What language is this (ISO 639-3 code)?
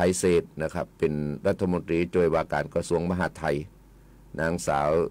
tha